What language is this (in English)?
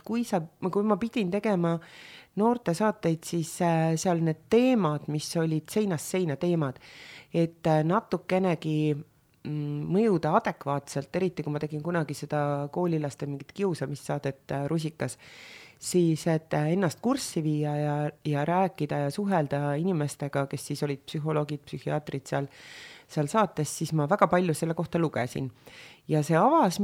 Estonian